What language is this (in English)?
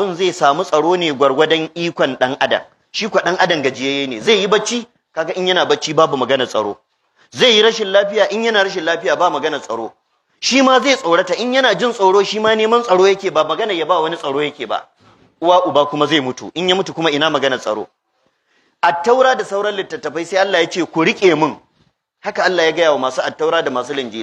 Hausa